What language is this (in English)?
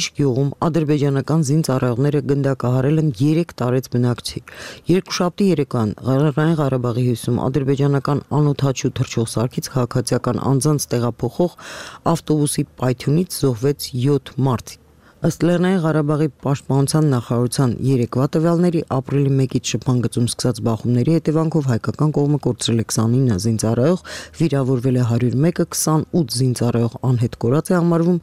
Armenian